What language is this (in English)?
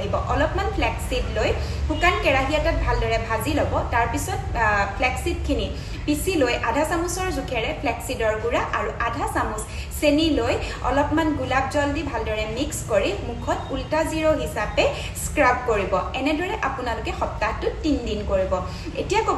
Assamese